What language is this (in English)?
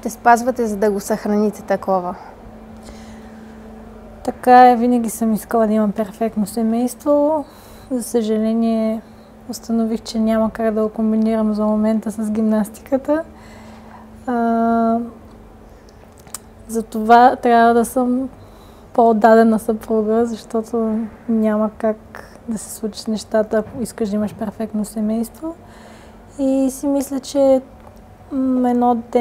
Bulgarian